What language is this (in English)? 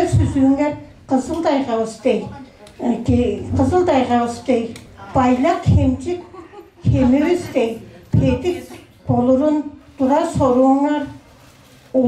Tuvinian